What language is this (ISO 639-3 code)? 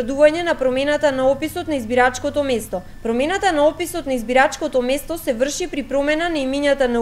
mkd